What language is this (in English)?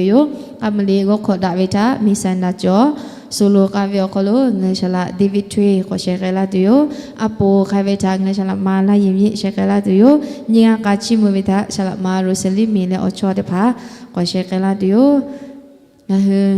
Lahu